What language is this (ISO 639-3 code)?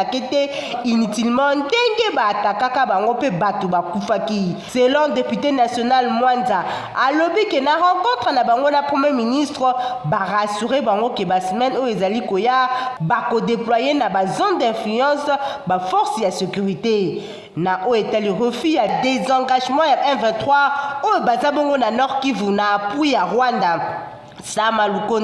lin